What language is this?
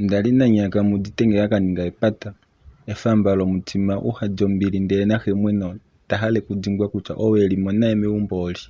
Kuanyama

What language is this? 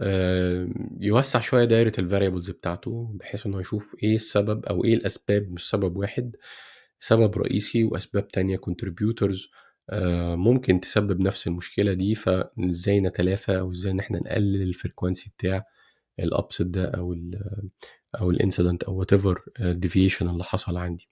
Egyptian Arabic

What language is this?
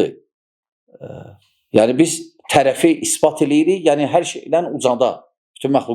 Azerbaijani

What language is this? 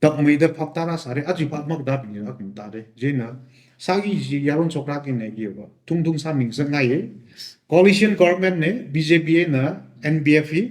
Tangkhul Naga (India)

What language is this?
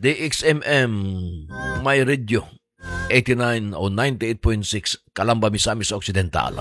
Cebuano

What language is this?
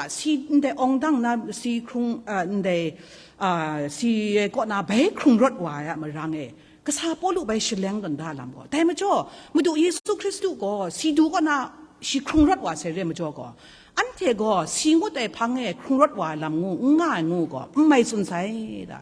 Kachin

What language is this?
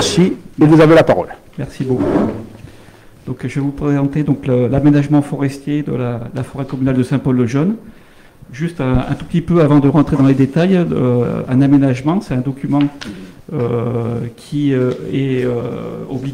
French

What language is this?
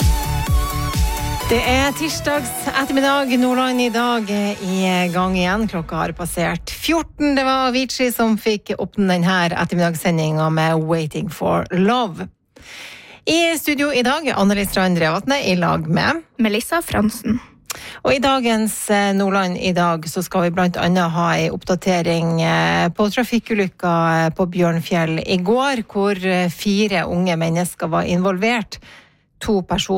Norwegian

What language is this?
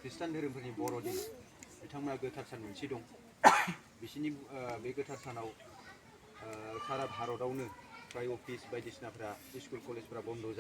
Bodo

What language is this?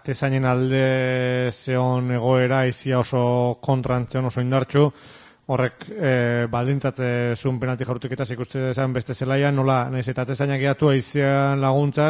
Basque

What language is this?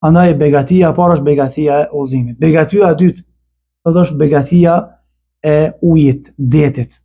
Albanian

